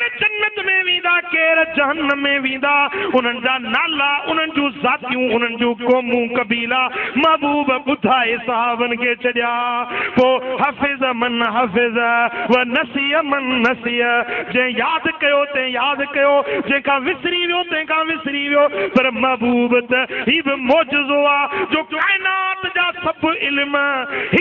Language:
Sindhi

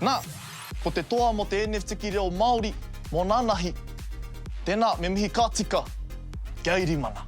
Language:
Māori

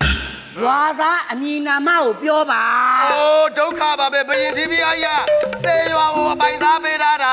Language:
Burmese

